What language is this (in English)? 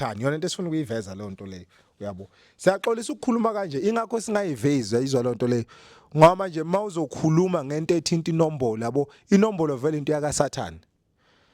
Zulu